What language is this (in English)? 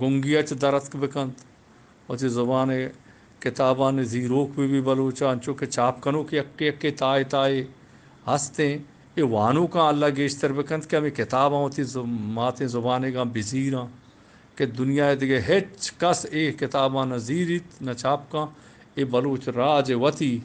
Eastern Balochi